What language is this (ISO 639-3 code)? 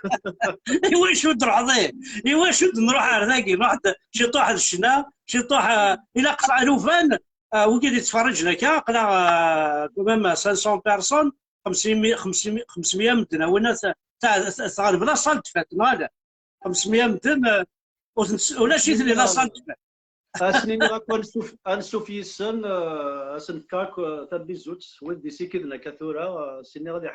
kab